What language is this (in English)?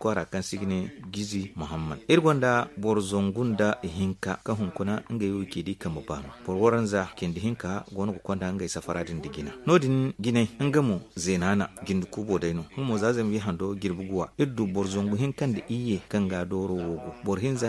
Zarma